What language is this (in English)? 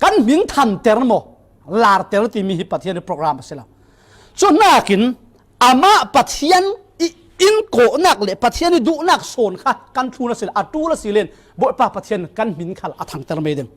Falam Chin